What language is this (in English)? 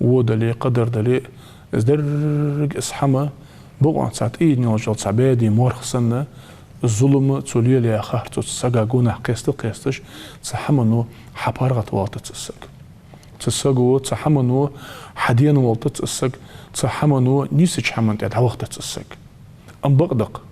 Ingush